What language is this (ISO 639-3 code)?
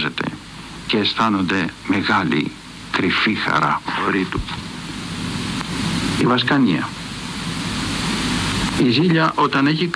ell